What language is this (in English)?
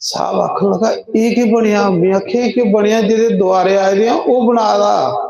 Dogri